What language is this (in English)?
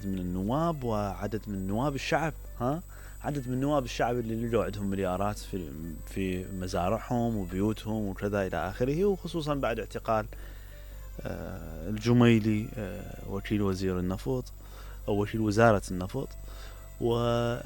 Mesopotamian Arabic